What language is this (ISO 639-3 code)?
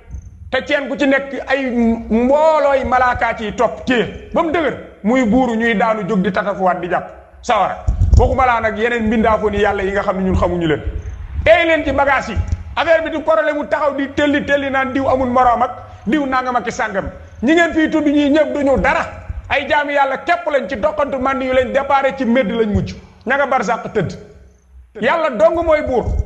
wol